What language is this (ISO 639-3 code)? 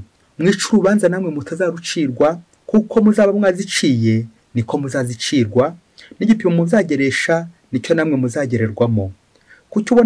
kin